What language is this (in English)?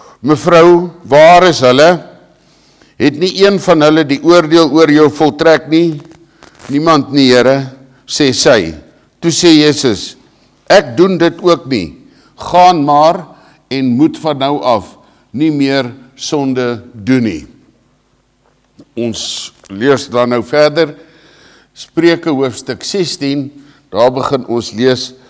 Afrikaans